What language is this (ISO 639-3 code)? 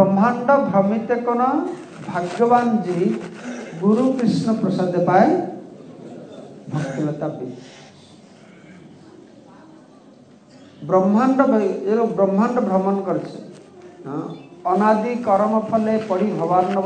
ben